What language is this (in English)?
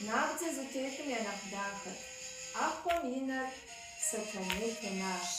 Kabardian